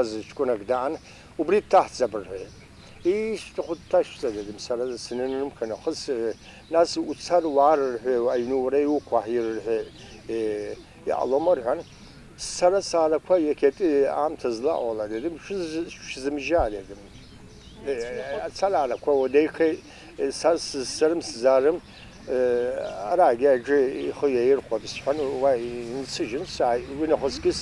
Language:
Abkhazian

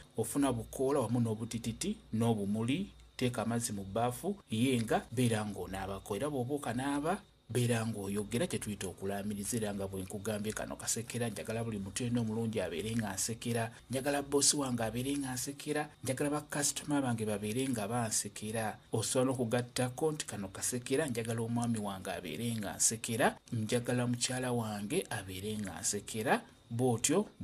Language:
Ganda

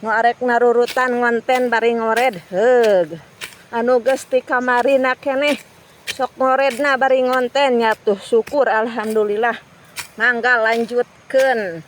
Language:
Sundanese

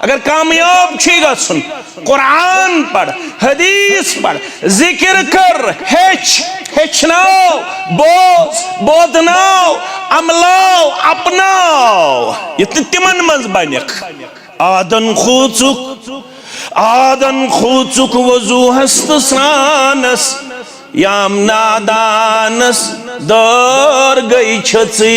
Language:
Kashmiri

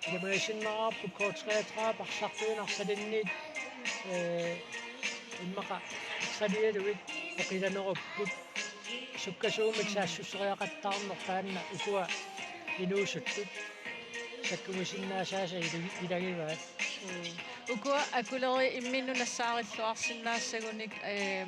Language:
Kalaallisut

